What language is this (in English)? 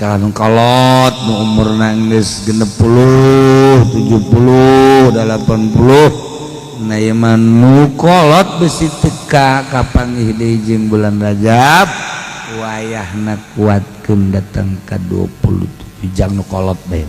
Sundanese